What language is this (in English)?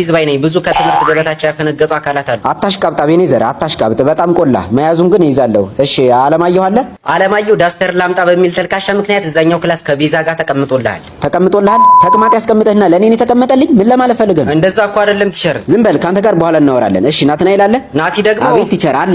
Amharic